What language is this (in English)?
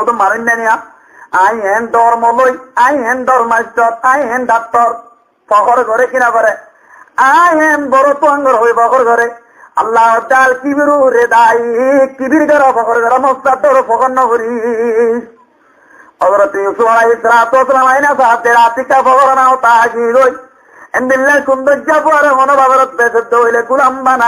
Rohingya